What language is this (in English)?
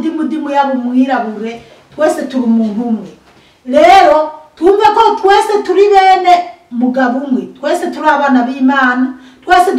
Rundi